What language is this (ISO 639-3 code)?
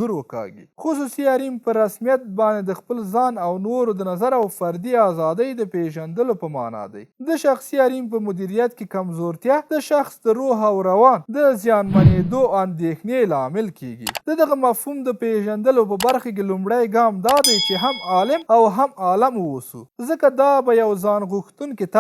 pus